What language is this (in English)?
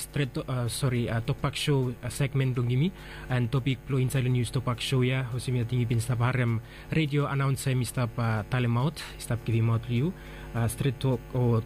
Bislama